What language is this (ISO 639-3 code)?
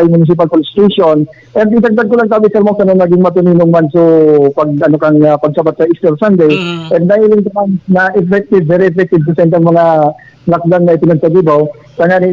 bik